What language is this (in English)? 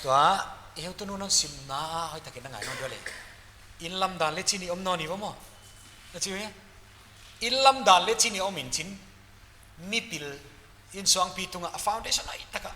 Paite Chin